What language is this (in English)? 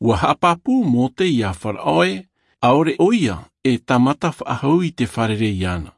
Tahitian